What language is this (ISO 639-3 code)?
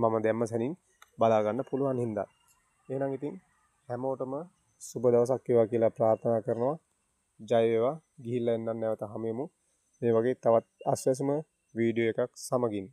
sin